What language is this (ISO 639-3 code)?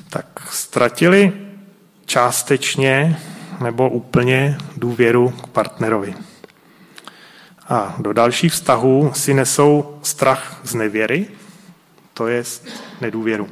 ces